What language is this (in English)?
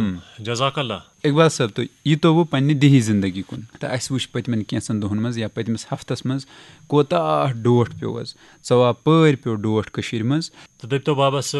Kashmiri